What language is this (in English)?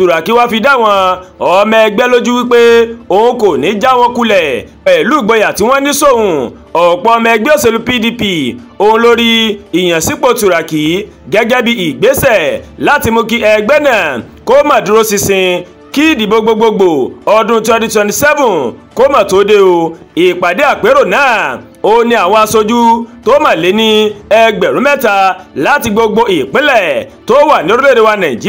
Yoruba